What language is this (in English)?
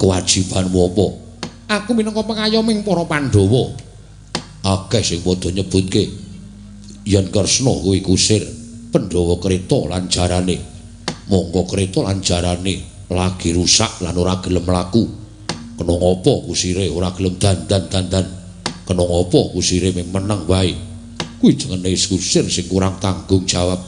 Javanese